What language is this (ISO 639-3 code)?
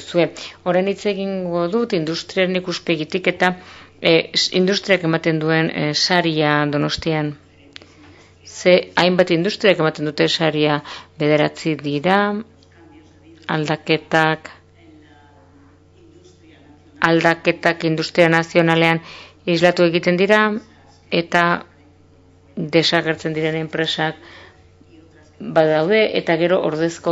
eus